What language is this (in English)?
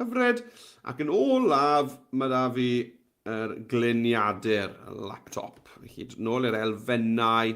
Welsh